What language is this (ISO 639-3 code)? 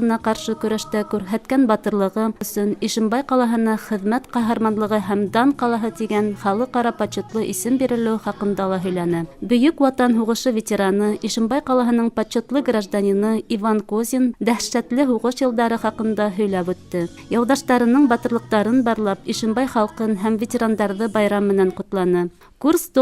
bak